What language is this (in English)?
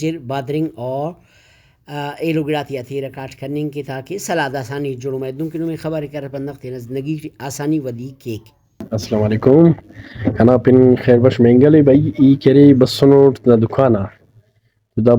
Brahui